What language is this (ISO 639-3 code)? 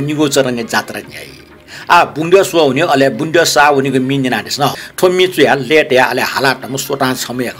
new